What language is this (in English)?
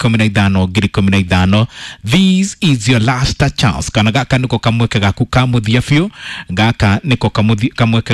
Kikuyu